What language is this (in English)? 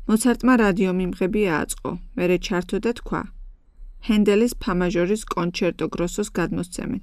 Georgian